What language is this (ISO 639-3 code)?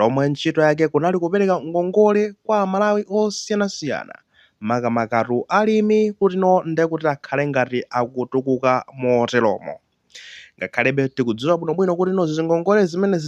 nya